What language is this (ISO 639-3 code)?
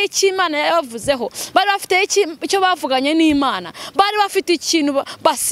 kin